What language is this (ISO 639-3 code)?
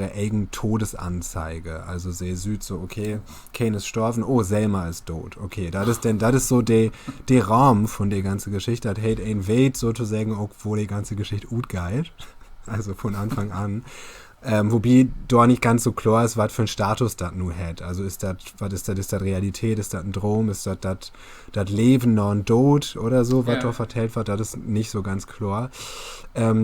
nds